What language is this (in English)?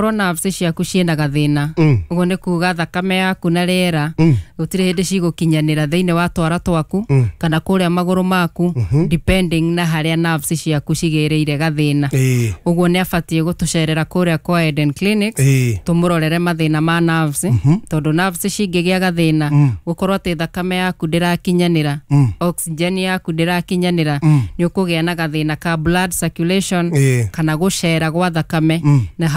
Kikuyu